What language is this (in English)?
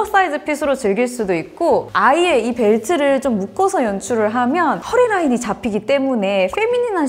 Korean